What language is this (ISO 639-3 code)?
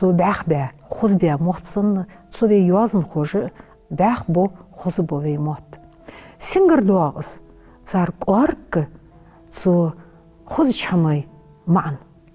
inh